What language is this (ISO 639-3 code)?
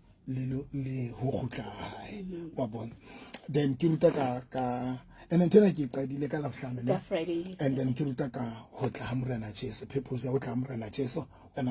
sot